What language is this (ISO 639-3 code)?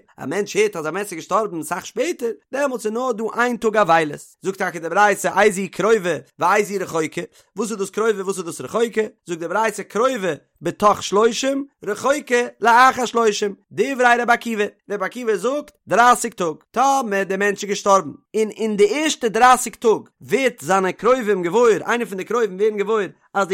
yid